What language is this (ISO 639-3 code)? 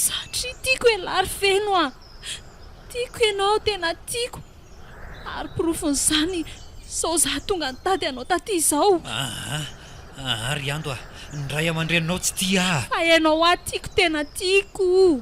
mlg